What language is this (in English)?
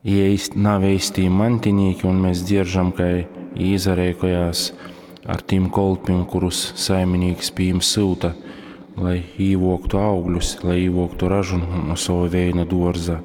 Latgalian